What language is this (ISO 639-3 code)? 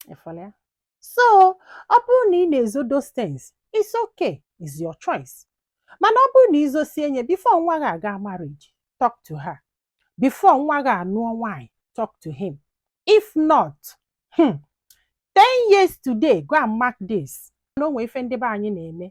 ibo